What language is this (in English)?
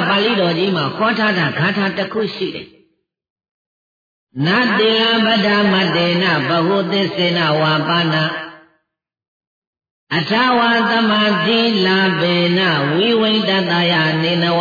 Burmese